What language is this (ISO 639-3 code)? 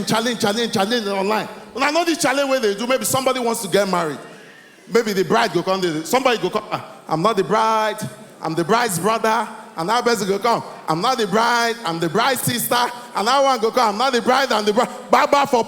pcm